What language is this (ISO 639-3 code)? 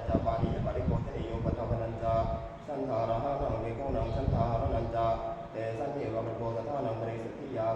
pli